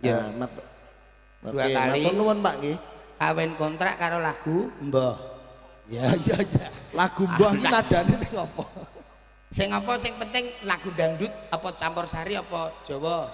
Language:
Javanese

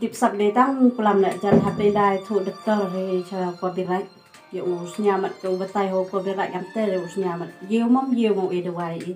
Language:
Khasi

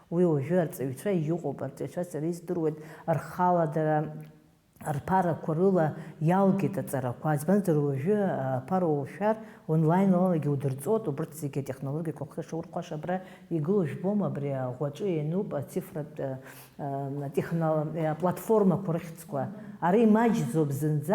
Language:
Abkhazian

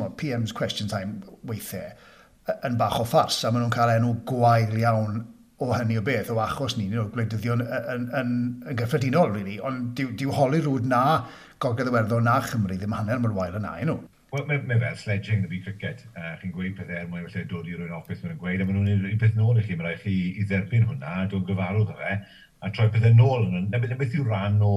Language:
Welsh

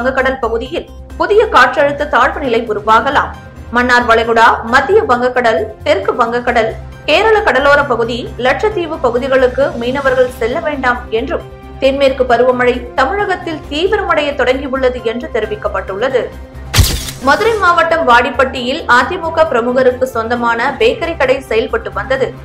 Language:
Tamil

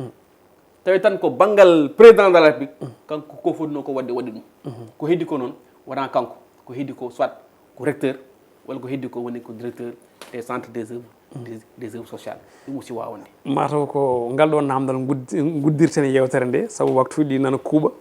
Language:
Fula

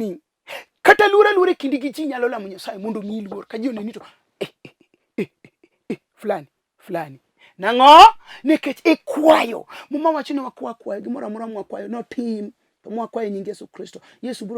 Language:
Luo (Kenya and Tanzania)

